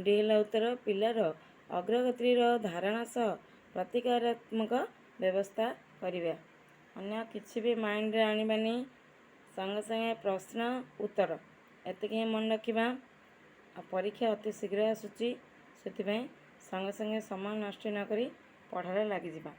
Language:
Odia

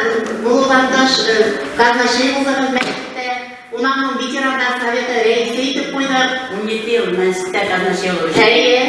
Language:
Bashkir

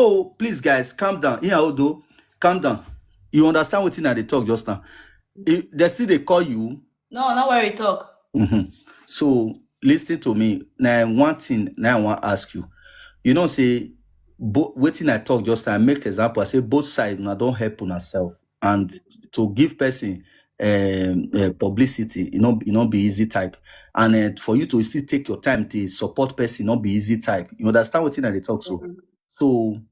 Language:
Nigerian Pidgin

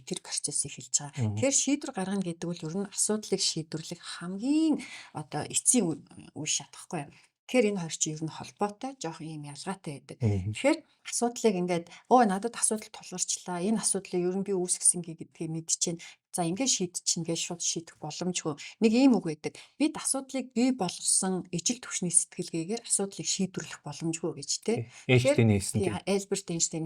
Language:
Mongolian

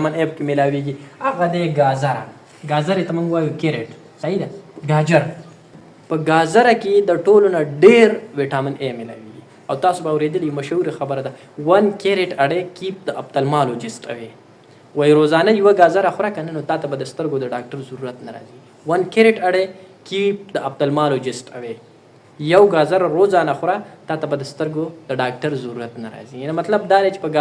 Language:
Pashto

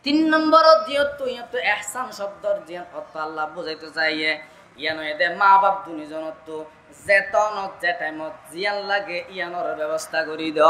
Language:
Rohingya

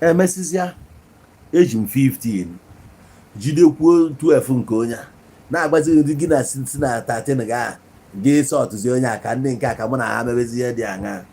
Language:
Igbo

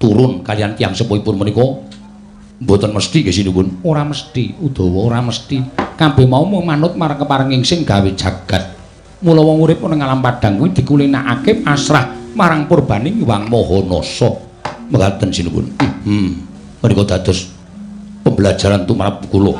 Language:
Javanese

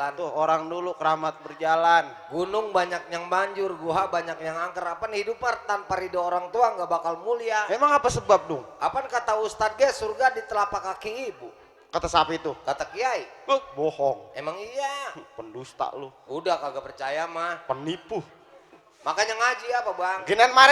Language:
Betawi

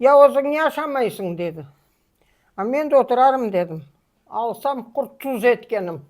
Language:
Crimean Tatar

